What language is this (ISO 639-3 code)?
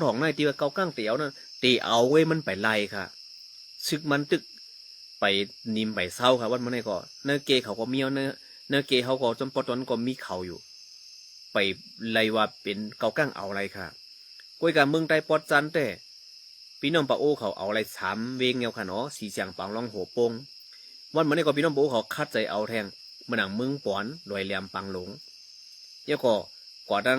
shn